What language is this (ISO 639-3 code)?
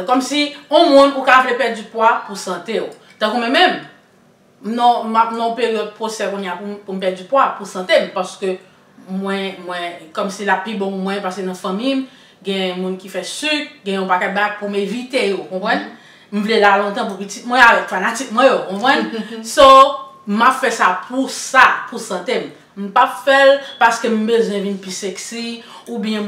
hat